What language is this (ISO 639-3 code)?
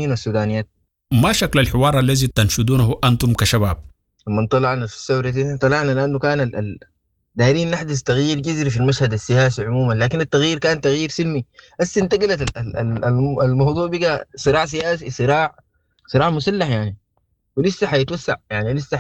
apd